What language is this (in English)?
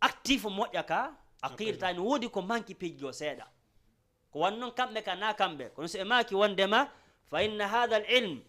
Fula